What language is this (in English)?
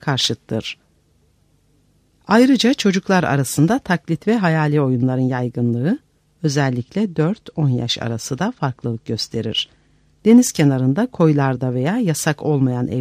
Turkish